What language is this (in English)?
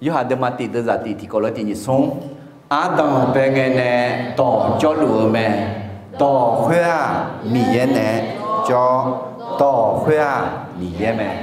Akha